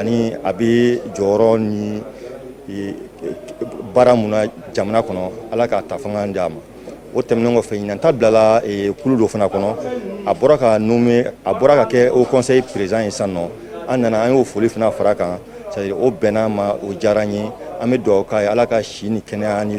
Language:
Bambara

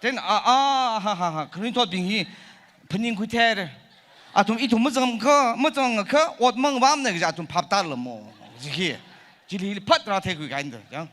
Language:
Tangkhul Naga (India)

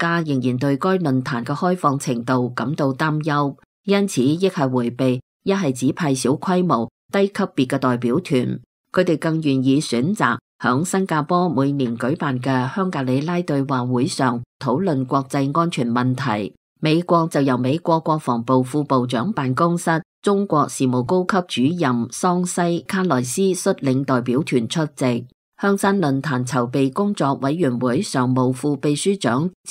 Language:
Cantonese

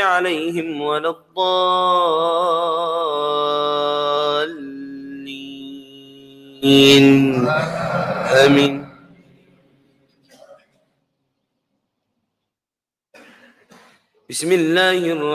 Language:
Arabic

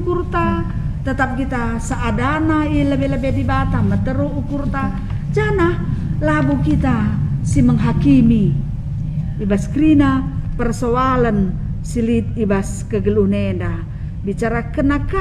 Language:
Batak Karo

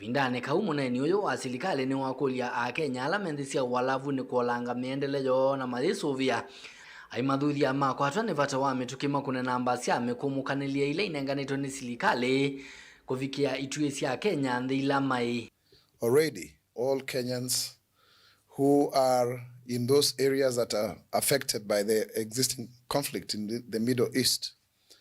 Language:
Kamba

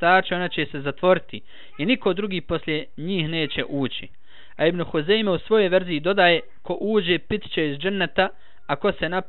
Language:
Bosnian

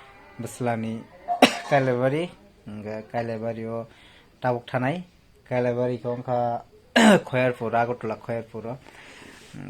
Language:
Kok Borok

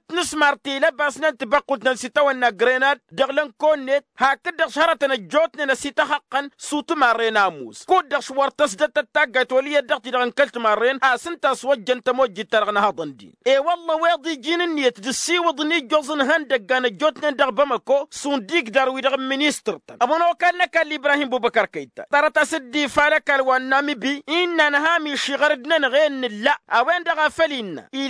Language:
Tamasheq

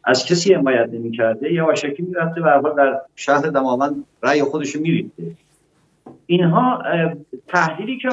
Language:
Persian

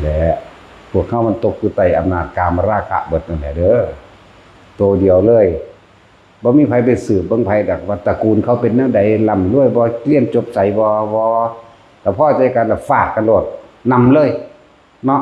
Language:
Northeastern Thai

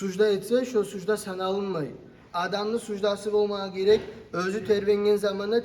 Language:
Kumyk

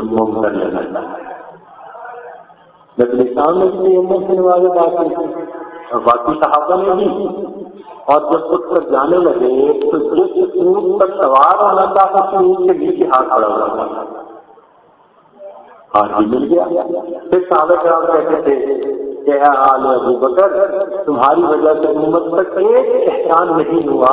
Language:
Urdu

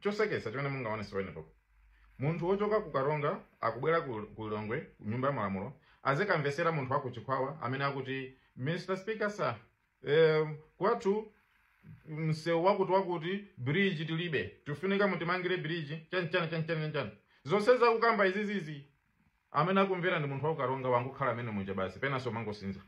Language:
Nyanja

